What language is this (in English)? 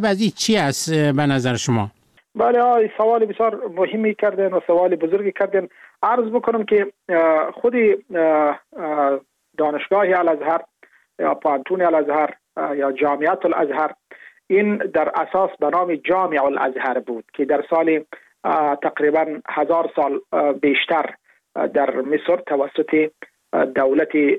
Persian